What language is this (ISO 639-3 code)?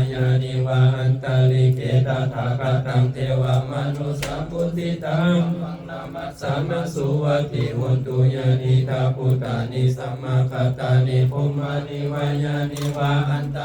pli